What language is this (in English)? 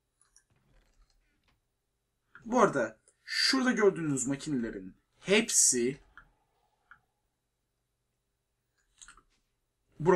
Turkish